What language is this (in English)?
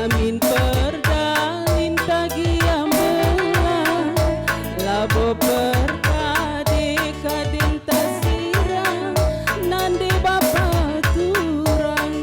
Batak Karo